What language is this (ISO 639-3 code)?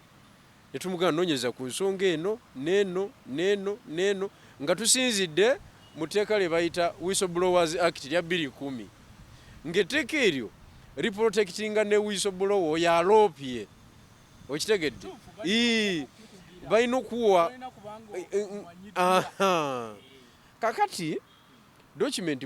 lug